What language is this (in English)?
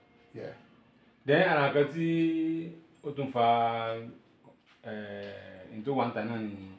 Yoruba